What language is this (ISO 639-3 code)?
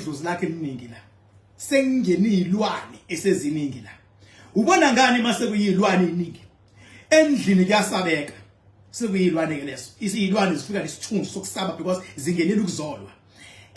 zul